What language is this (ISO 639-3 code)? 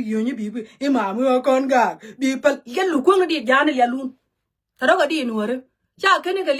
nus